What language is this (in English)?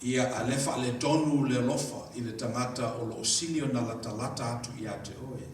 Samoan